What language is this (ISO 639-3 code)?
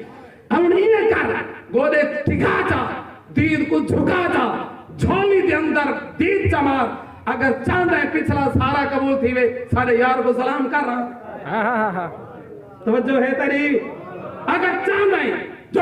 skr